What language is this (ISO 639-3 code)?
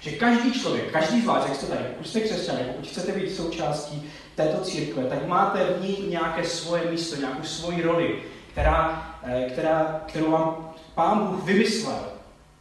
ces